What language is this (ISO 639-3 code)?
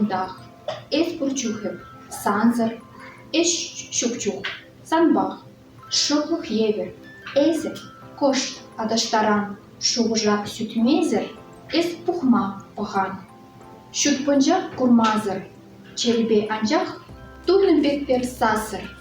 chv